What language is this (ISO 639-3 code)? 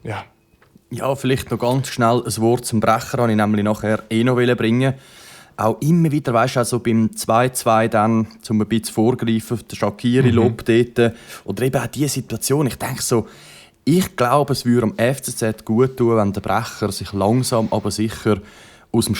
gsw